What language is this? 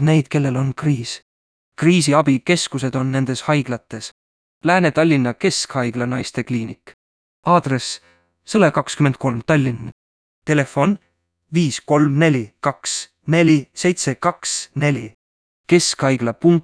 Estonian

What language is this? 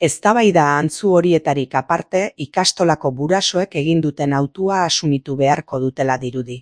Basque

